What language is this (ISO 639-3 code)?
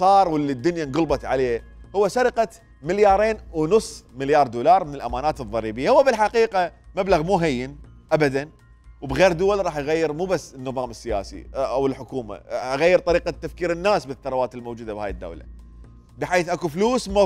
acm